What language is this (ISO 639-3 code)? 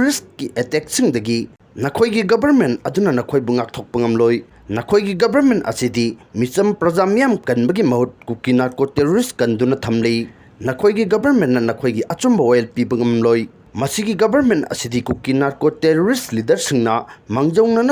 mni